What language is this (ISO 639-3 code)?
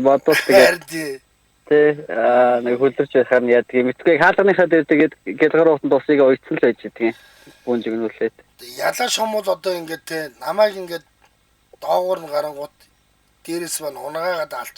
mon